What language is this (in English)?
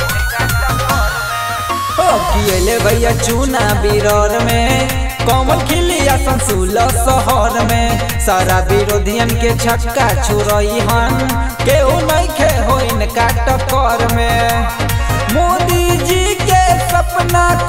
Bhojpuri